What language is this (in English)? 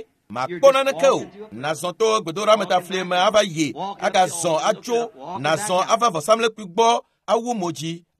Ewe